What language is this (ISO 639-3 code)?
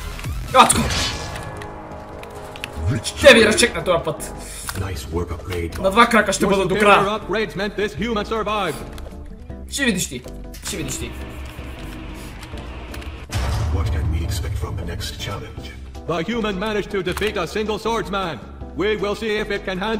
bul